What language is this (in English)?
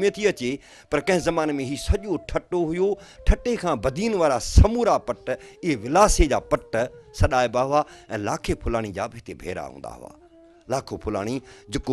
Sindhi